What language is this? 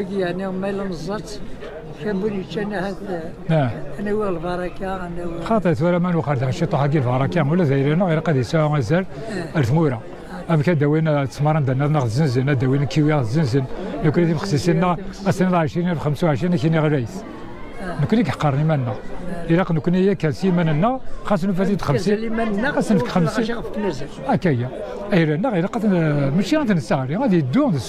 Kabyle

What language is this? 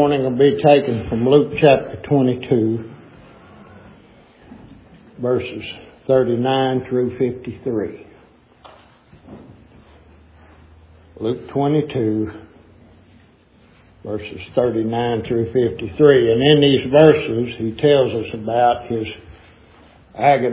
English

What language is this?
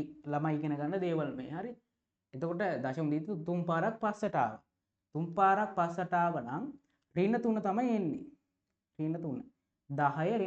Sinhala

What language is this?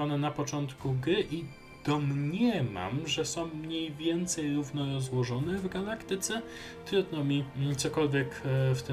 Polish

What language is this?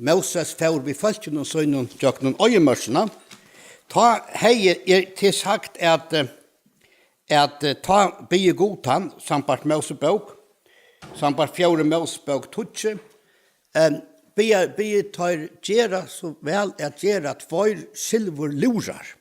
Faroese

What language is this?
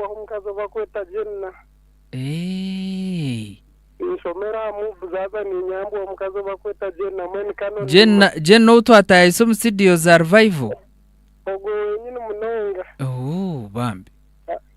Nyankole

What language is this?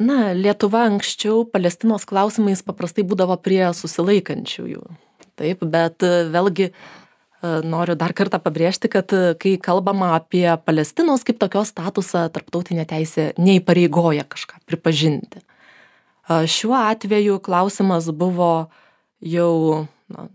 Lithuanian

